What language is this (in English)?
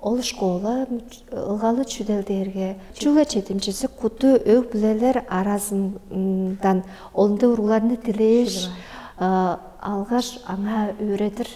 Tuvinian